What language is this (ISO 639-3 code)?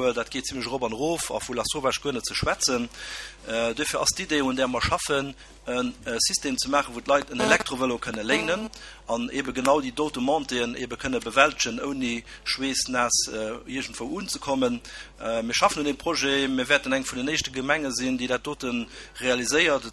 ltz